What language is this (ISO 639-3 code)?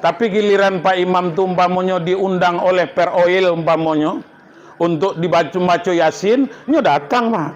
min